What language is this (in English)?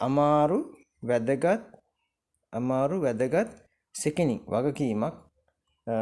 Sinhala